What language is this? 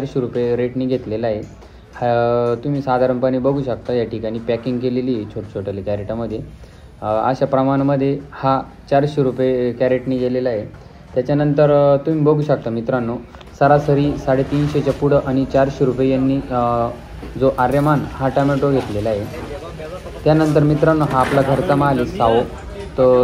Marathi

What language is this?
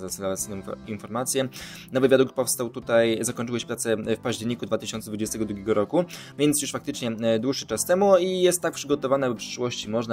Polish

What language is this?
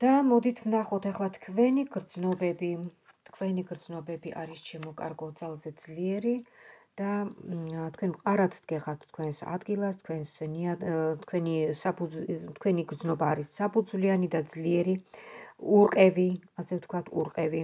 Georgian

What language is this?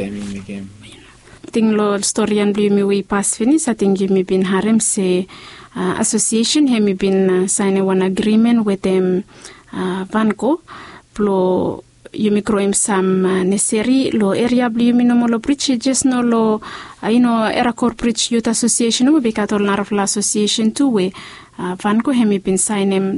Bislama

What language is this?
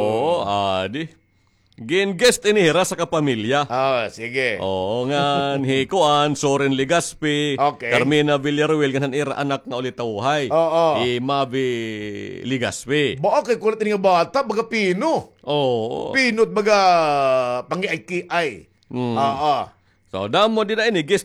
Waray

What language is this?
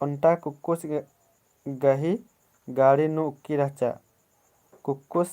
Kurukh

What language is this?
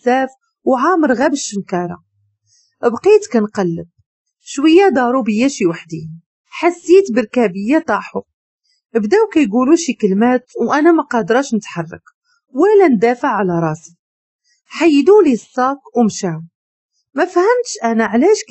Moroccan Arabic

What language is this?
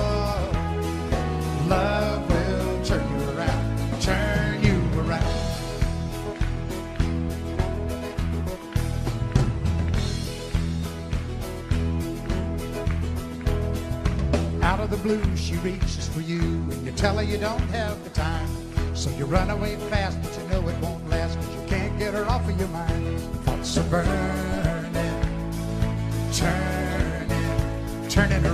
English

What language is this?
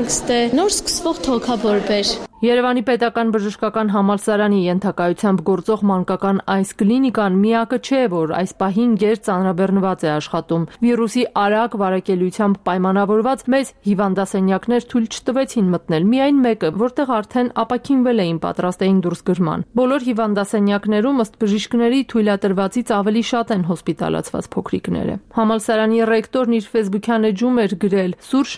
Armenian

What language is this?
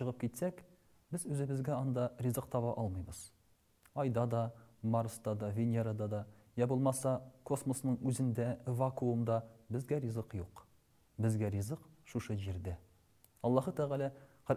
Tatar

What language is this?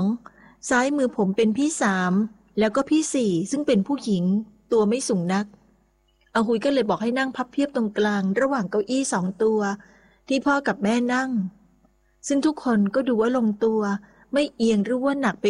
Thai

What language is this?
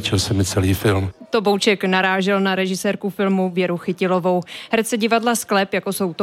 Czech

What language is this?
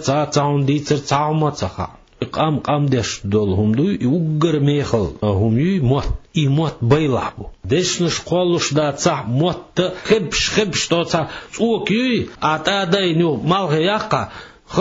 Chechen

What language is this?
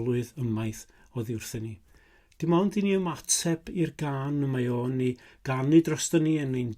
Welsh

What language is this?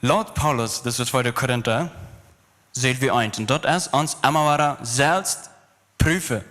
Plautdietsch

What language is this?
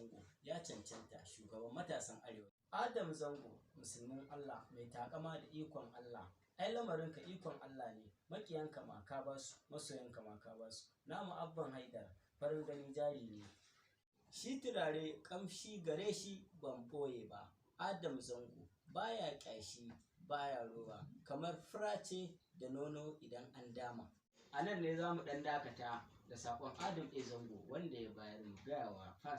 Hausa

